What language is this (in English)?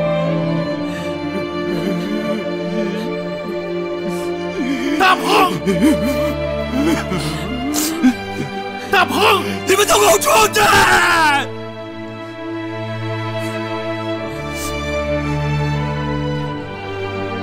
Chinese